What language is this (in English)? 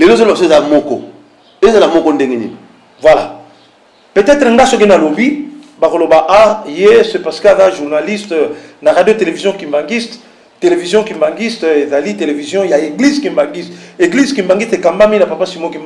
Lingala